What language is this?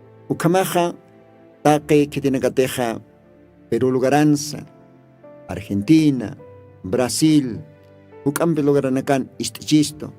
Aymara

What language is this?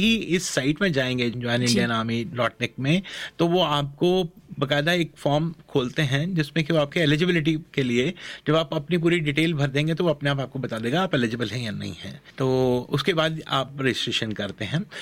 Hindi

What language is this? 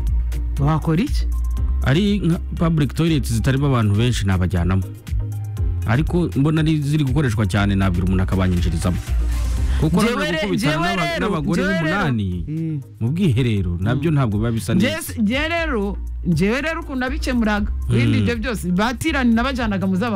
Kinyarwanda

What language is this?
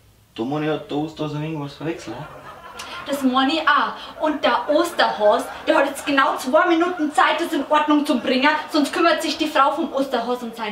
Bavarian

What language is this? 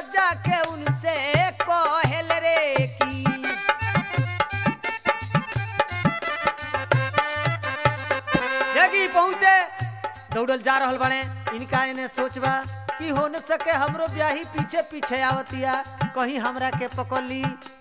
Bhojpuri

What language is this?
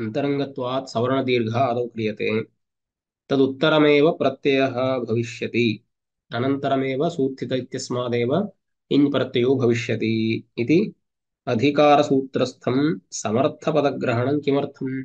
Sanskrit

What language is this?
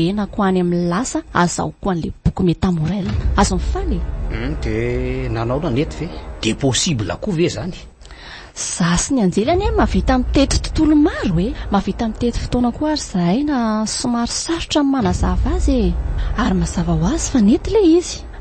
Malagasy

